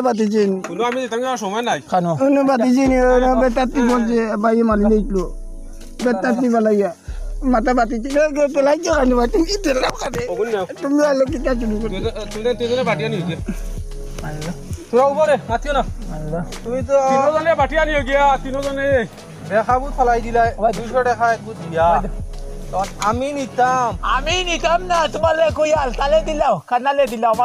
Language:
Sylheti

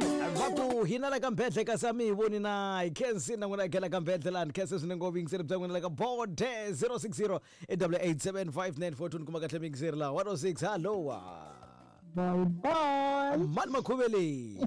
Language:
Tsonga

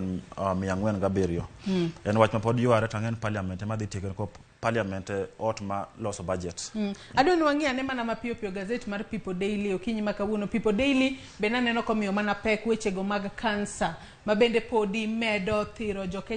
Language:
Luo (Kenya and Tanzania)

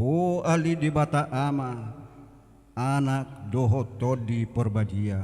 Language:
Batak Toba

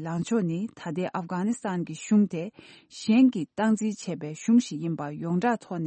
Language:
Tibetan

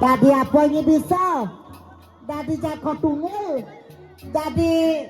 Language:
Balinese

